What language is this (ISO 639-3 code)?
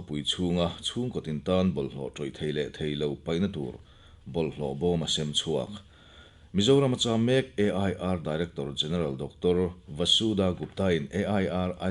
lus